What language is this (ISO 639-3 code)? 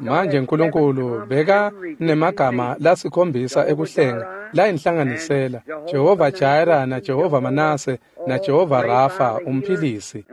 ssw